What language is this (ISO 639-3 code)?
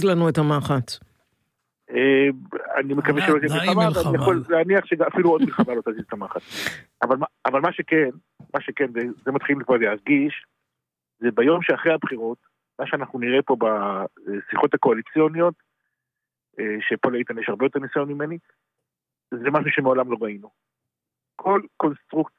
heb